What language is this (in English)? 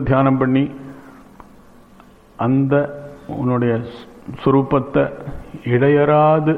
Tamil